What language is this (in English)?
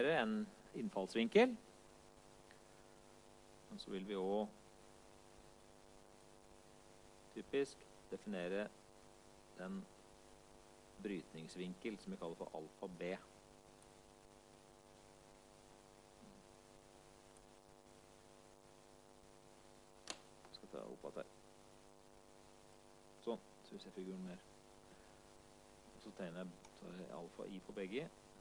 Norwegian